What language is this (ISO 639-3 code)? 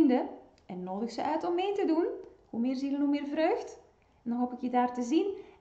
nld